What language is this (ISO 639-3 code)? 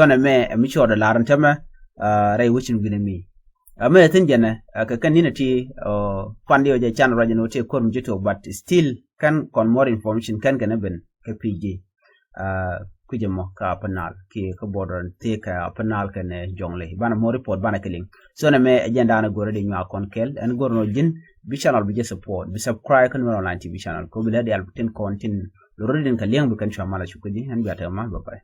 nus